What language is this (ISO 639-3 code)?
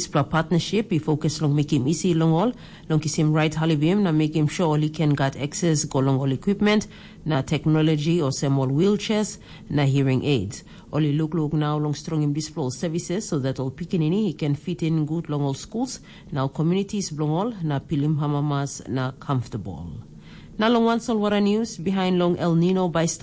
tpi